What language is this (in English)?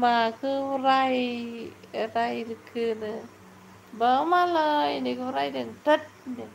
Bodo